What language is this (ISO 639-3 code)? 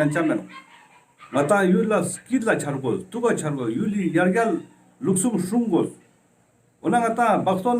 lbj